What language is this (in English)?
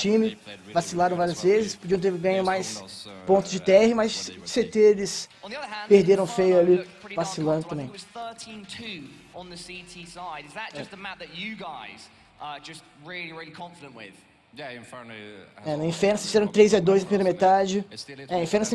Portuguese